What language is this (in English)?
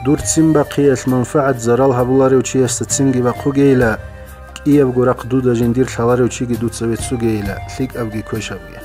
Avaric